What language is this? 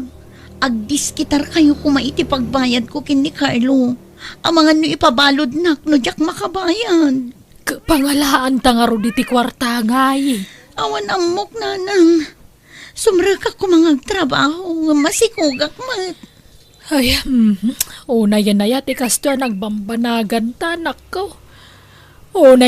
Iloko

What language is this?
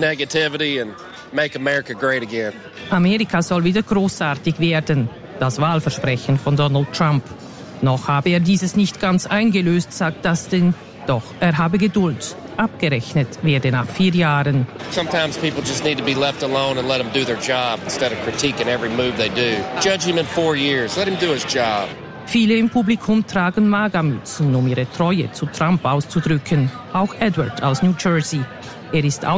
German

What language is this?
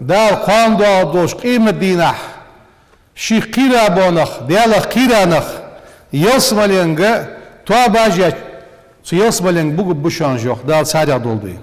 Ingush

